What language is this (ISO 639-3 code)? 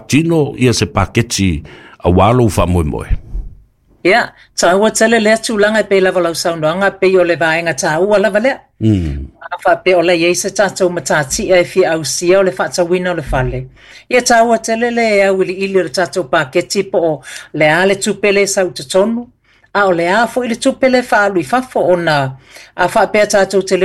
smo